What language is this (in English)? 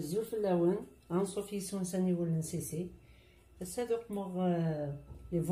Kabyle